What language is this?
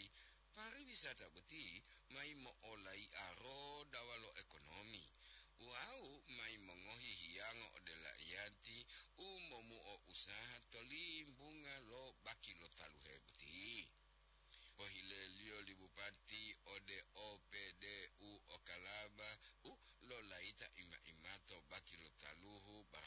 Gorontalo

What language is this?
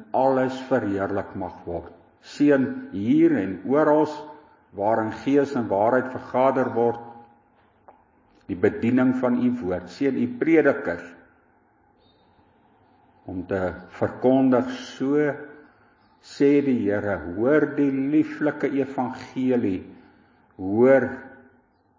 Afrikaans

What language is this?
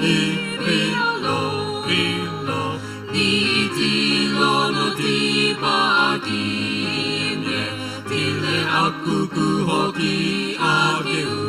Sumi Naga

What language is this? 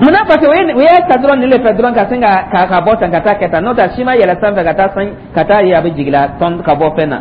Dyula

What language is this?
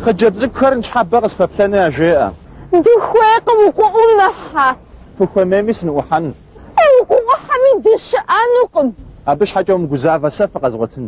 Kabardian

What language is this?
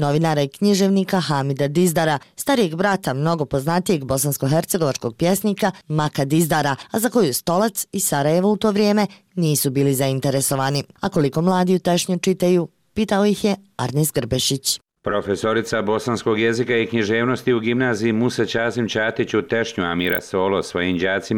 Bosnian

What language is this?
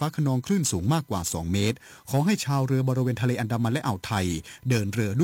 Thai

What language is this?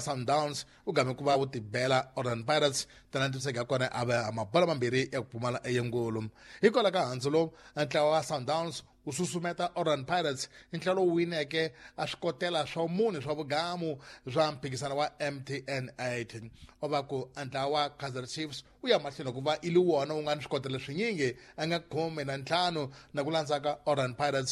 Tsonga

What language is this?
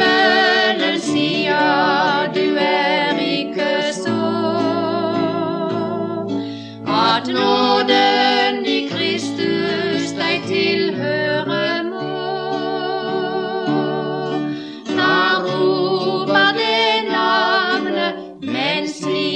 Norwegian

